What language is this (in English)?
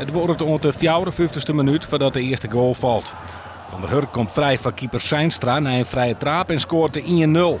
Western Frisian